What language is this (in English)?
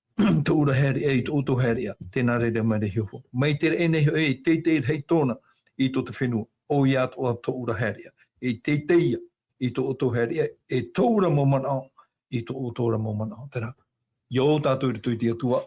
Tahitian